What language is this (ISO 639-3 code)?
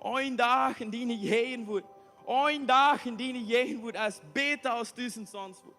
pdt